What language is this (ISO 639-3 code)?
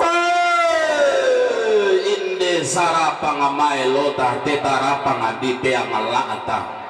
sda